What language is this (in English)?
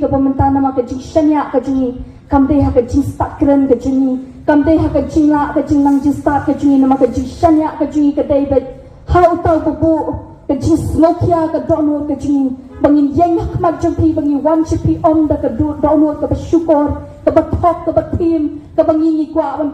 Khasi